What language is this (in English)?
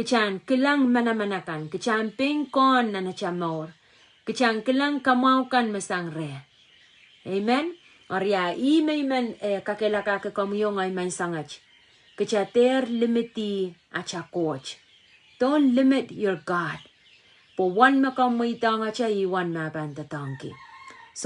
Pohnpeian